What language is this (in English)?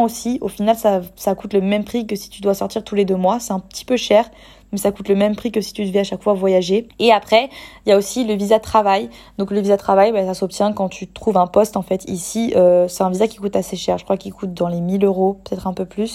French